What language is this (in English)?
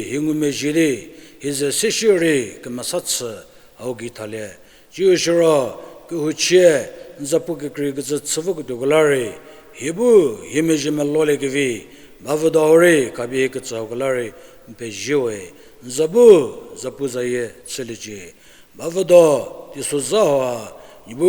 Angami Naga